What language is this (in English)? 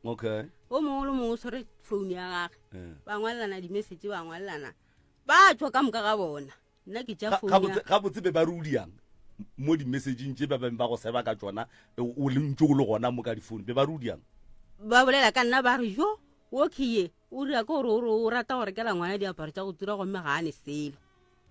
Northern Sotho